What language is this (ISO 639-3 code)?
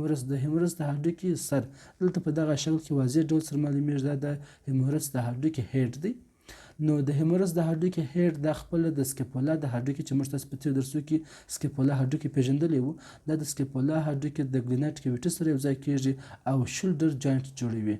pus